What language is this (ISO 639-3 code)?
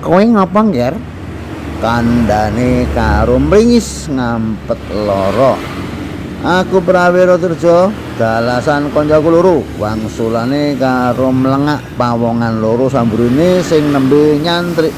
jav